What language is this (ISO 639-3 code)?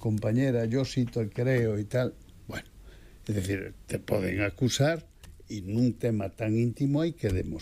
glg